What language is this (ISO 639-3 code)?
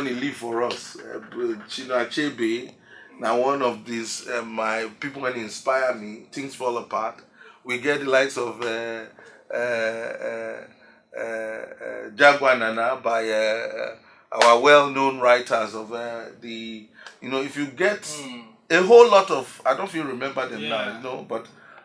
pcm